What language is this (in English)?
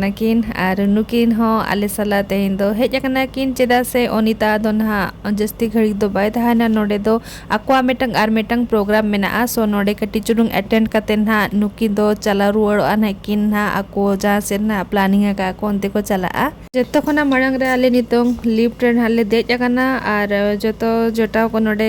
Santali